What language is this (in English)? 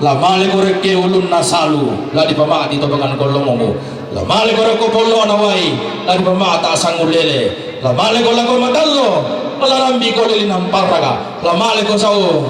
Toraja-Sa'dan